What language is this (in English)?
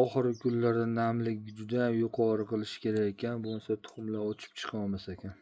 Uzbek